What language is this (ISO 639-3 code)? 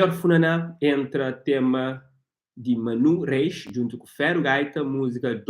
kea